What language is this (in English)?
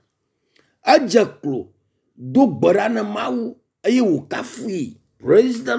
Ewe